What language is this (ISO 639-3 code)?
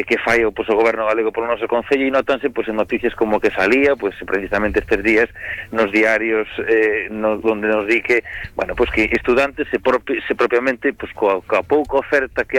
glg